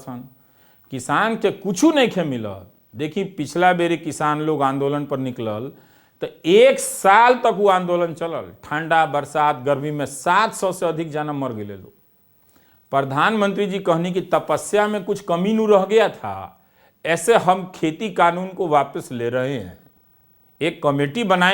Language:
Bhojpuri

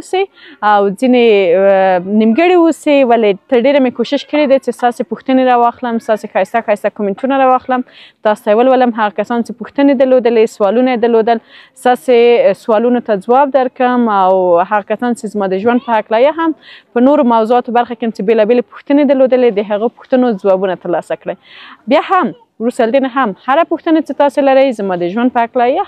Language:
Pashto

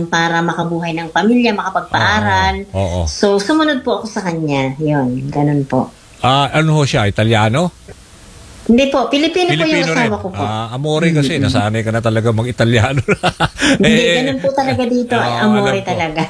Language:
Filipino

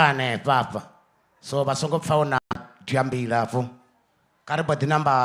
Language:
Venda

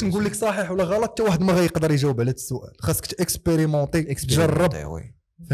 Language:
Moroccan Arabic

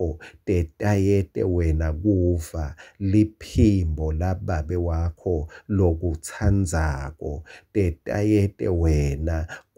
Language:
Swati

